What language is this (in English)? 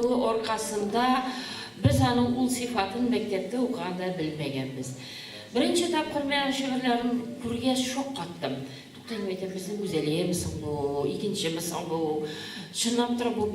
Tatar